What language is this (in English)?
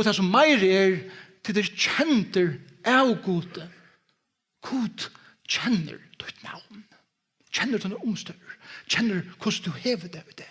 Faroese